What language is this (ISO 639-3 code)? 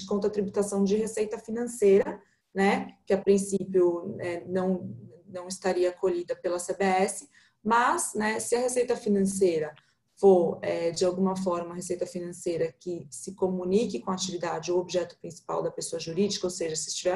por